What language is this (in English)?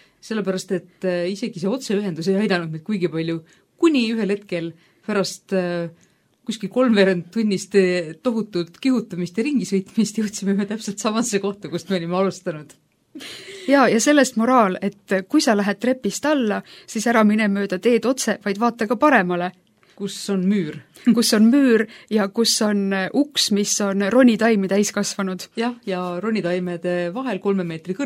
Estonian